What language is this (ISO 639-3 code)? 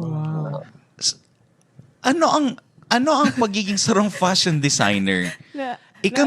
bik